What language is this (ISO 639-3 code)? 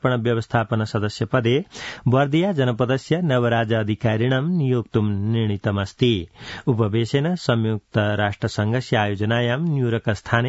san